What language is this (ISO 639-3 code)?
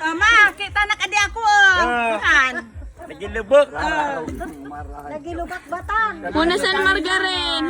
bik